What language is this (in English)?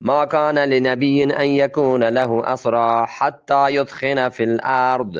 Eastern Balochi